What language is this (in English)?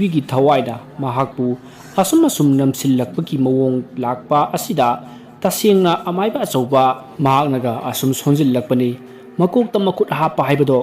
Manipuri